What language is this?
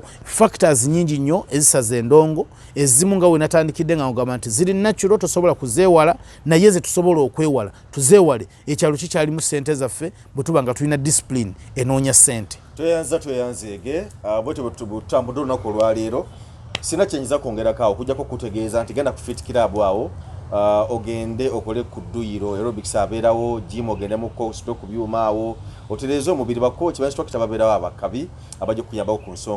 Ganda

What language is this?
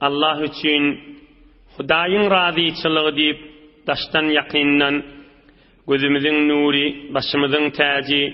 Turkmen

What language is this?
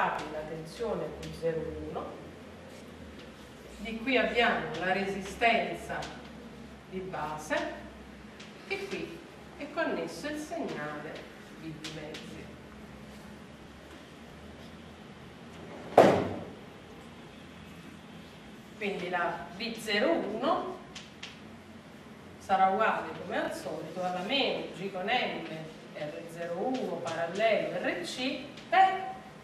Italian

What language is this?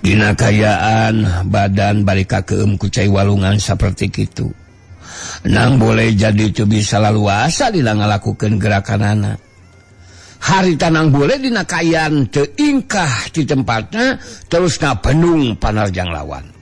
Sundanese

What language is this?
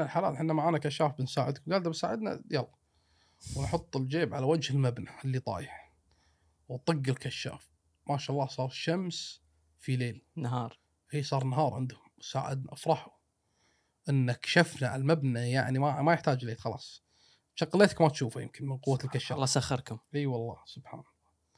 Gulf Arabic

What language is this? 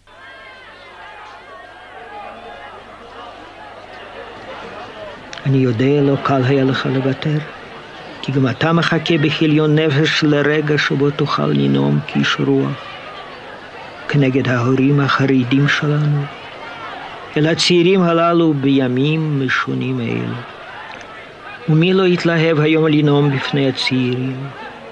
Hebrew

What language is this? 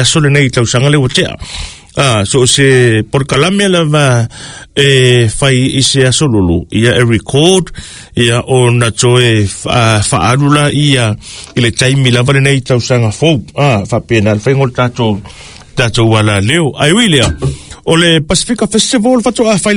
Samoan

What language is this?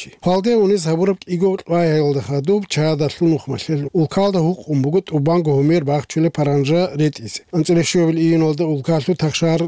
Avaric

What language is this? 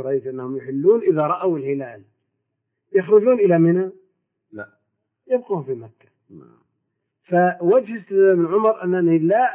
Arabic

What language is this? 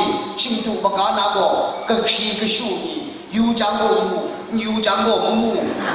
Kachin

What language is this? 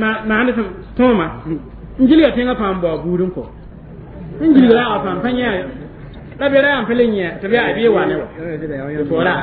Mossi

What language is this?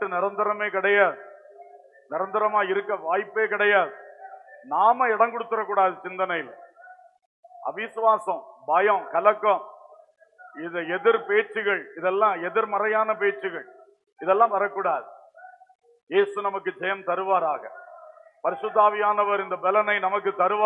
Tamil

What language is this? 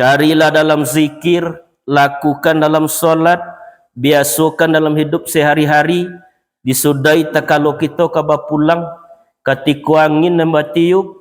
Minangkabau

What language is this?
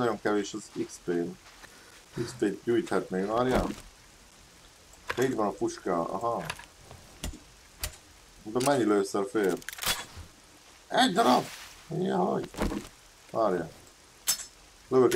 Hungarian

